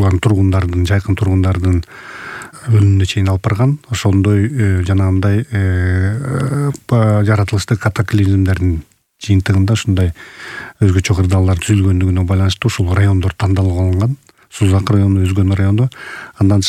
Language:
Kyrgyz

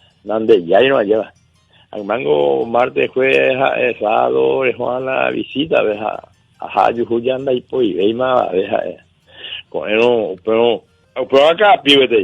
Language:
Guarani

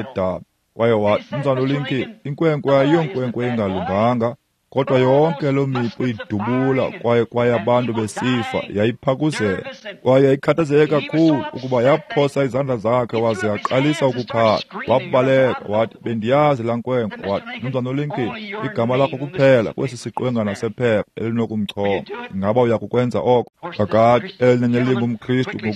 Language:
Xhosa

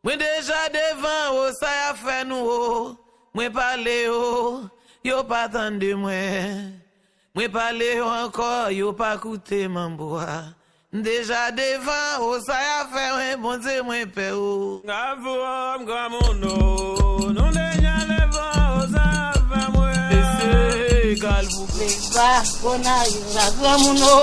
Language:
Haitian Creole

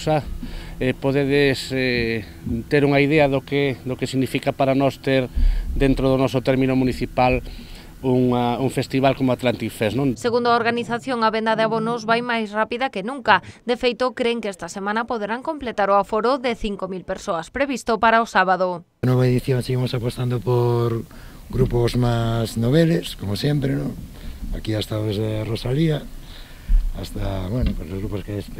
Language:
Galician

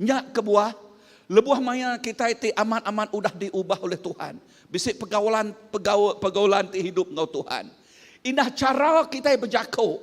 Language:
Iban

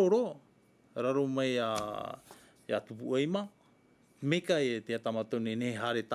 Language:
Tahitian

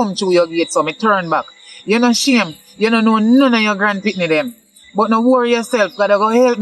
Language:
Jamaican Creole English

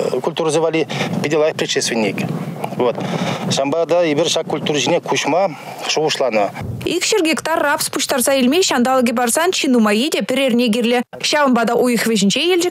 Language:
Chuvash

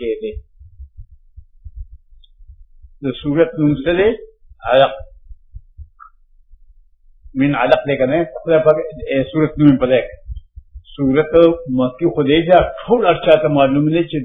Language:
Urdu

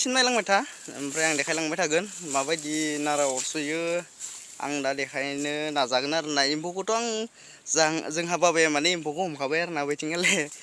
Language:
Bodo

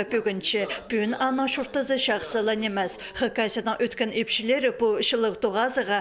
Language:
Khakas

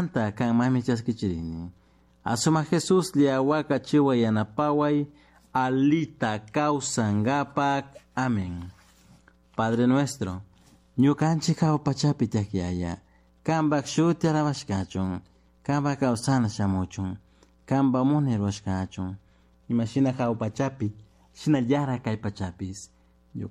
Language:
Chimborazo Highland Quichua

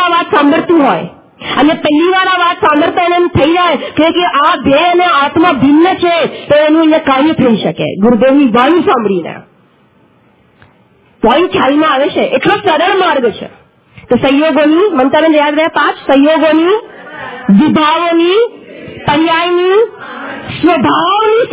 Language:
Gujarati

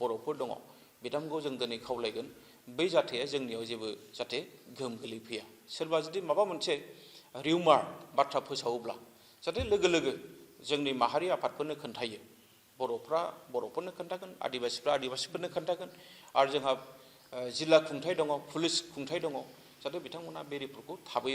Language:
Bodo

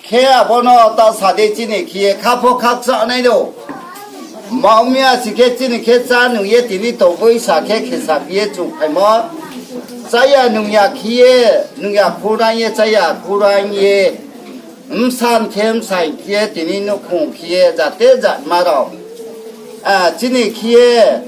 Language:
Riang (India)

